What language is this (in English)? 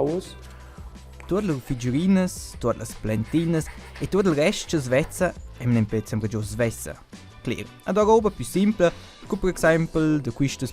Romansh